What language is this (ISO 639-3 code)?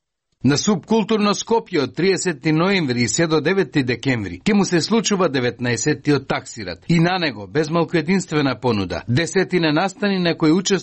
mkd